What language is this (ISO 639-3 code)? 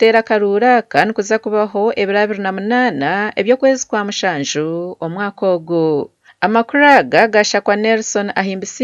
nyn